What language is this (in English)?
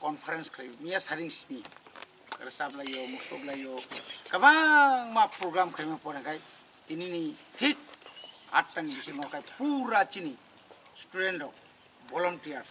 Kok Borok